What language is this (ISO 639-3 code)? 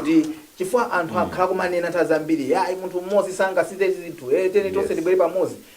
nya